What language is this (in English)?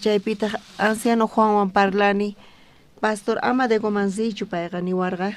South Bolivian Quechua